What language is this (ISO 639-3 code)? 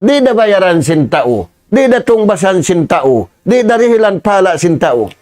tsg